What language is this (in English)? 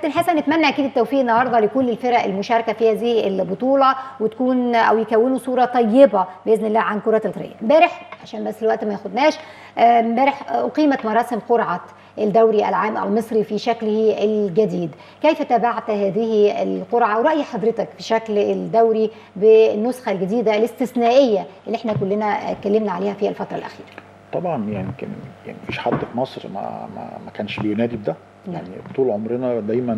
Egyptian Arabic